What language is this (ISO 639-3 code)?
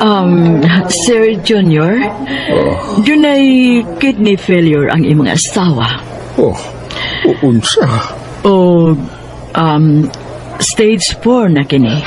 ceb